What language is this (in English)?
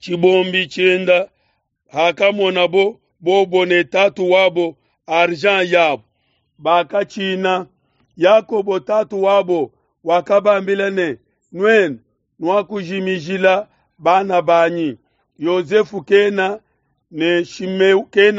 Luba-Lulua